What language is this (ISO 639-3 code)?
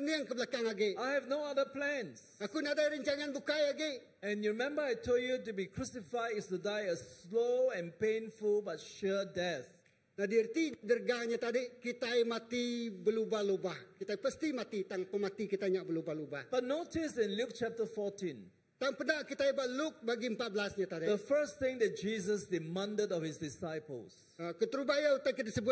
iba